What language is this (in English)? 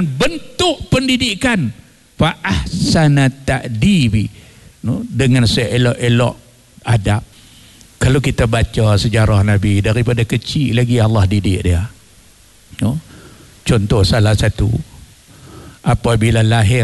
Malay